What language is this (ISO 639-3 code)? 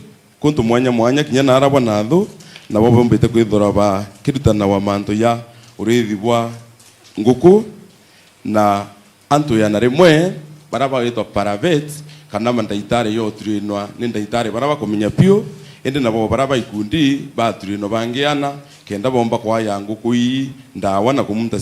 mer